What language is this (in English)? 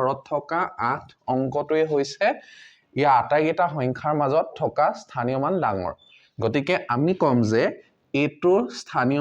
Assamese